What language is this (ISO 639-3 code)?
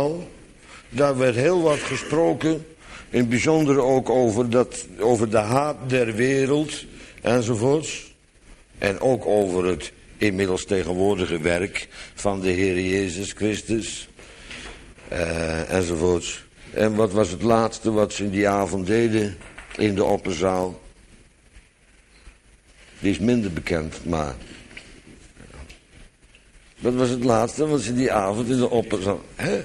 nld